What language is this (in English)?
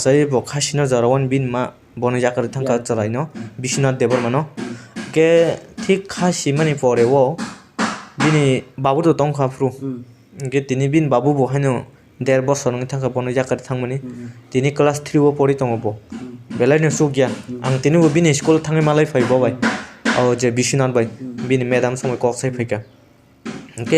Kok Borok